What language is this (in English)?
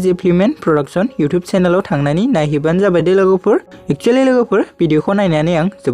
Bodo